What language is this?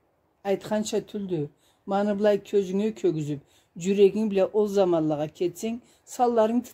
Karachay-Balkar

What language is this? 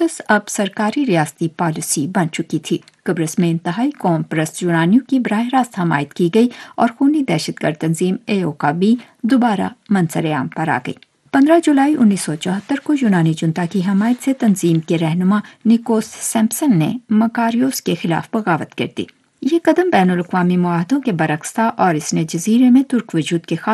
Urdu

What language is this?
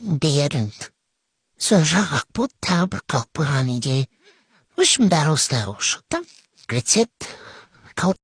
Kazakh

